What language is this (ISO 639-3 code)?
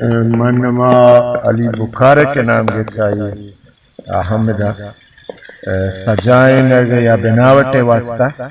bal